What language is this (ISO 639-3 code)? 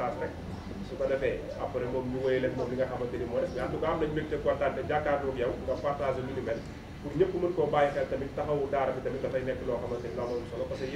wol